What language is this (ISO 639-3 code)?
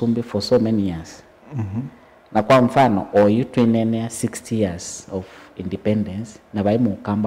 kam